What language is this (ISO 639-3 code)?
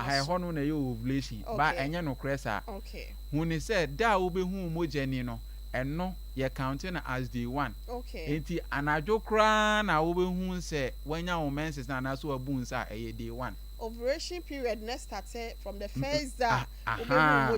aka